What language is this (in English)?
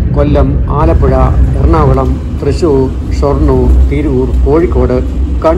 Malayalam